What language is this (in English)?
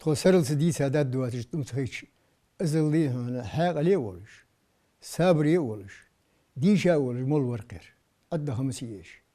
Ingush